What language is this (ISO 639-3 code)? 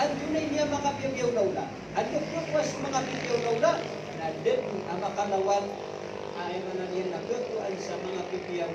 mrw